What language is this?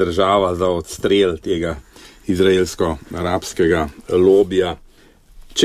Slovenian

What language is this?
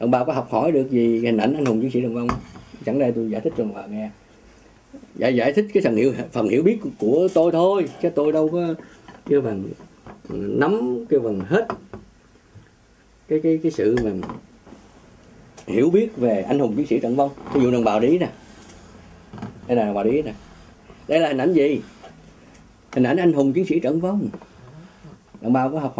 Vietnamese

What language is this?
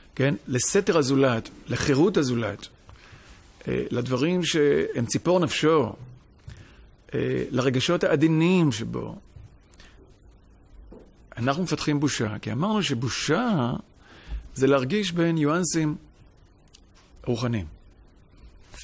Hebrew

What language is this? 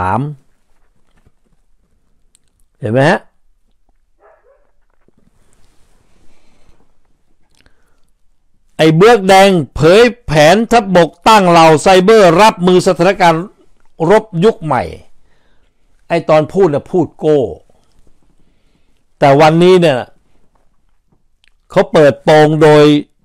Thai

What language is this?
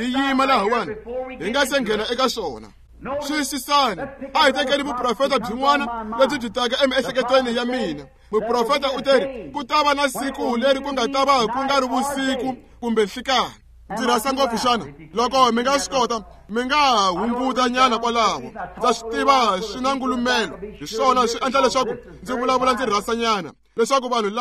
Tsonga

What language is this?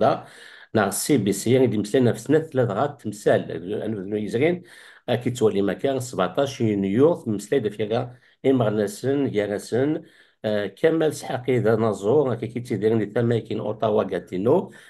Kabyle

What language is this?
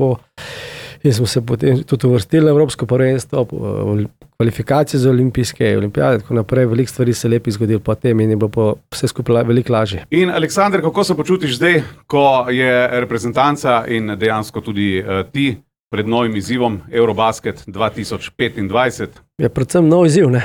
Slovenian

